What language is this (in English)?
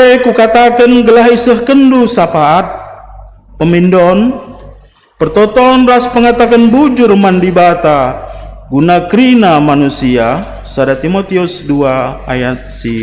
Batak Karo